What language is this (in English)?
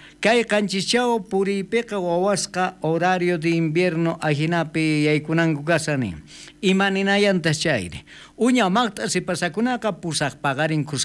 South Bolivian Quechua